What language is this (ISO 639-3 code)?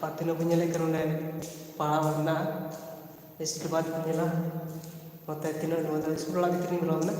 sat